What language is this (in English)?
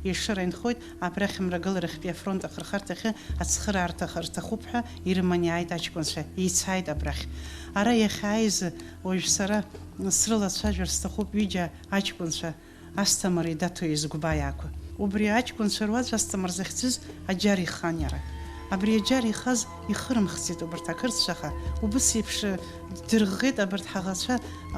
Abkhazian